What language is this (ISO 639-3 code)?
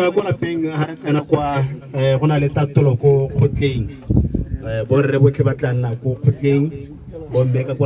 tsn